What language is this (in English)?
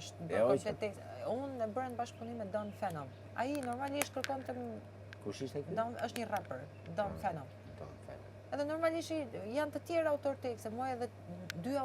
Albanian